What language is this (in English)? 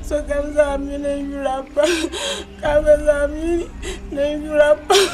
Dagbani